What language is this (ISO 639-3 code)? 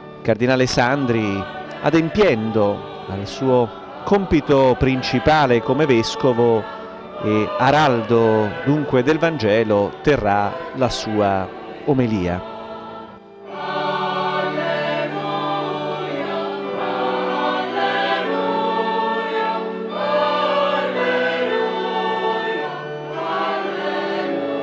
ita